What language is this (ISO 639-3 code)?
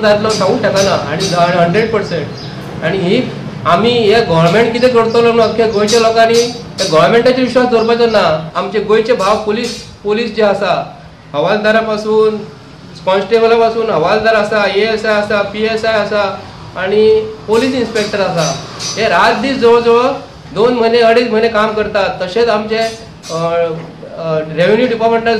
kok